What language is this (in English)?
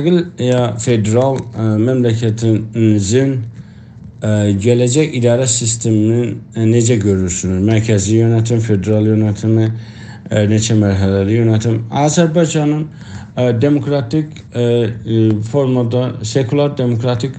South Azerbaijani